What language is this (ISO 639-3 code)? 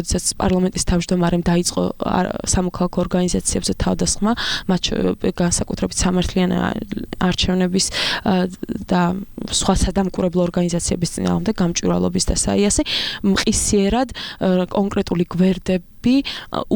kat